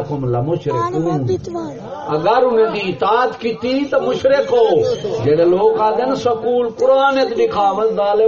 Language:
Saraiki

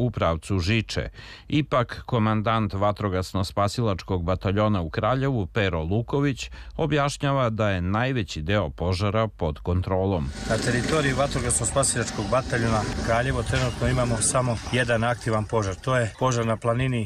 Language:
Serbian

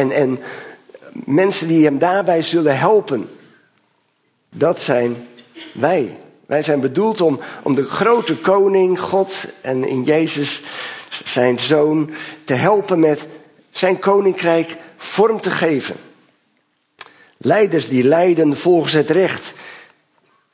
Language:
Dutch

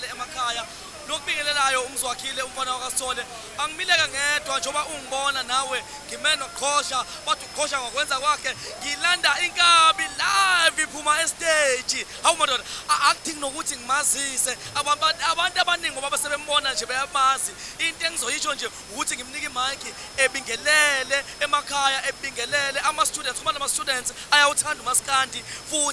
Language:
Zulu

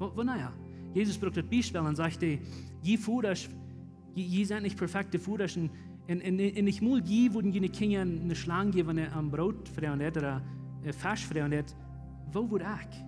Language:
Plautdietsch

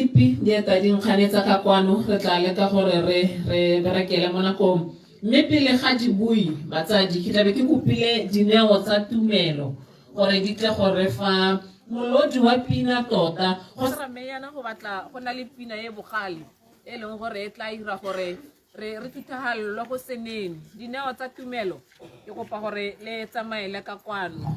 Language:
Tswana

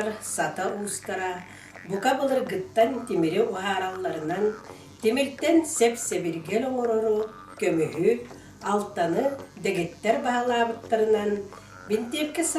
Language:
Yakut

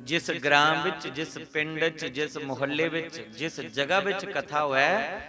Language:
Dogri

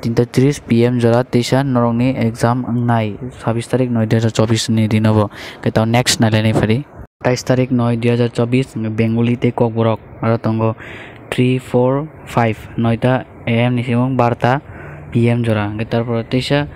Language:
Kok Borok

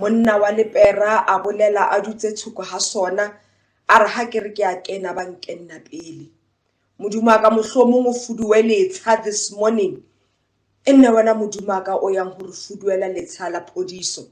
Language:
Southern Sotho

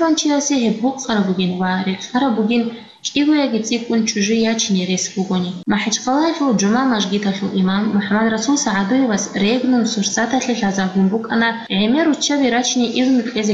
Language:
Avaric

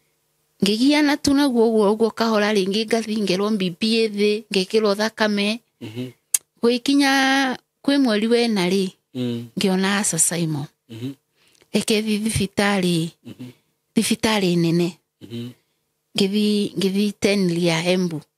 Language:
Kikuyu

